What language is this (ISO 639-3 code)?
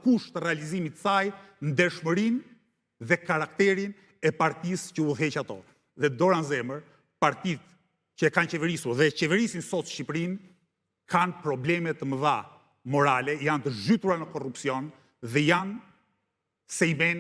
sqi